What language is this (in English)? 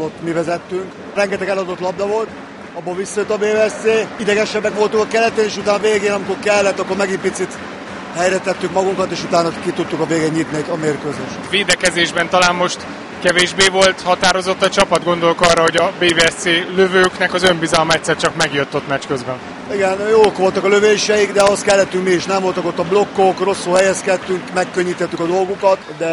Hungarian